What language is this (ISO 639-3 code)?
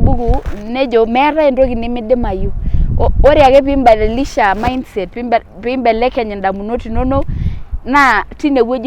mas